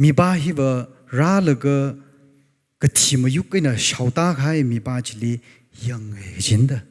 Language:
Tangkhul Naga (India)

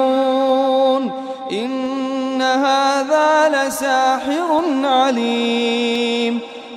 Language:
Arabic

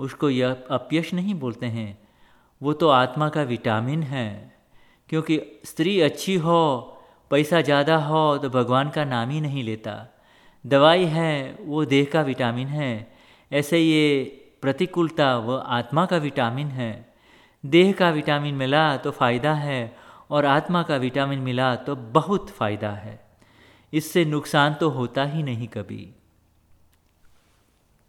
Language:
Hindi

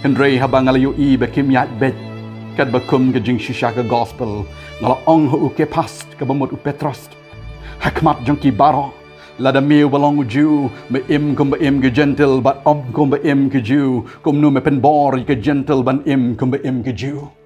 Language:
Khasi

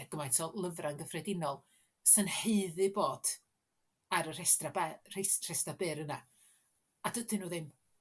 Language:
Welsh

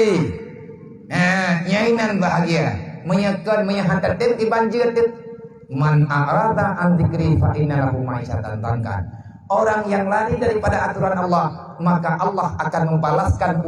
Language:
Achinese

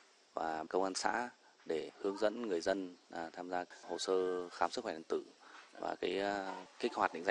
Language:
Vietnamese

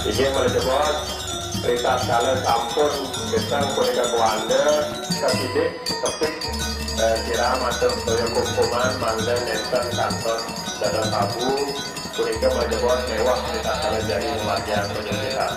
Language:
Balinese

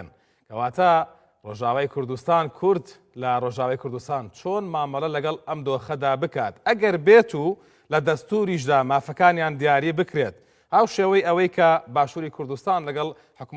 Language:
Central Kurdish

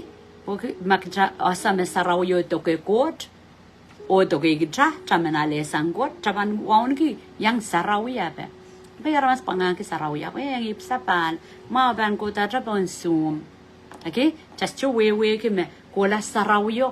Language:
Pohnpeian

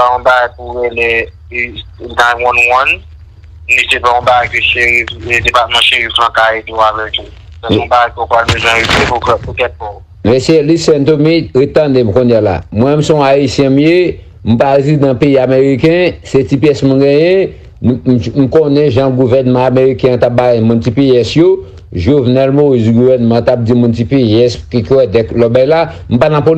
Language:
Haitian Creole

